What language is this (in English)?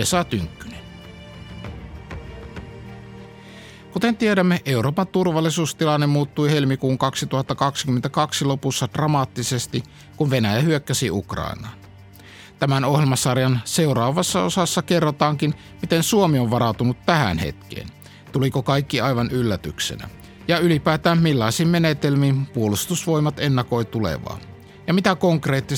Finnish